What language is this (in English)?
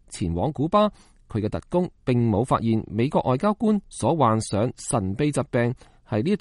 Cantonese